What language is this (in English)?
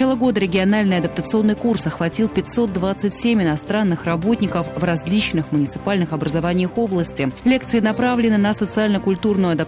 Russian